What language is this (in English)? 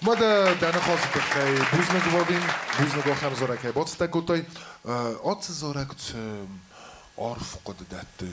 Ossetic